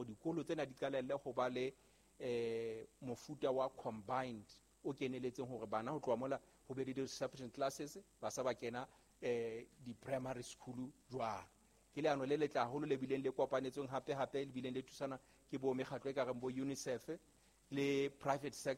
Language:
Southern Sotho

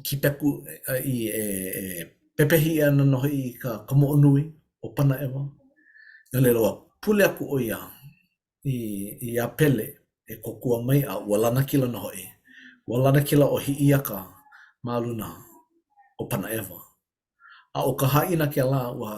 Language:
Hawaiian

